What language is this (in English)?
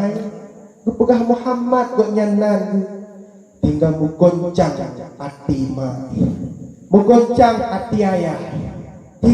Achinese